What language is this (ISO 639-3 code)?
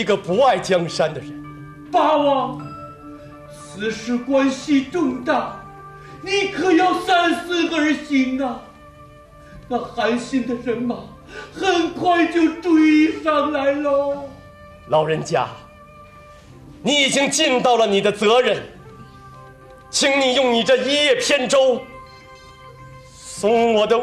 zho